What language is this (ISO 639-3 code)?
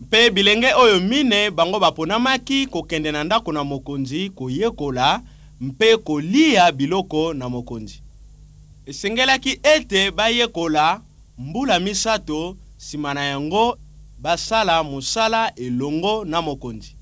lin